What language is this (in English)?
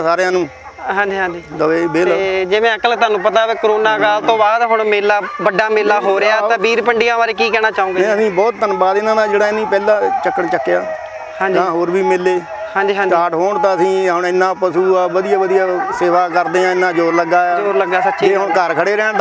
Punjabi